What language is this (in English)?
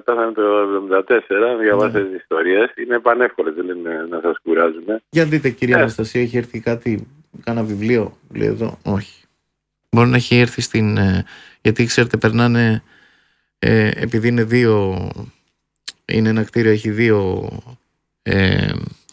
Greek